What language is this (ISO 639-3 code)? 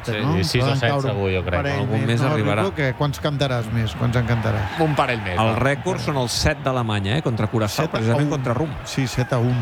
cat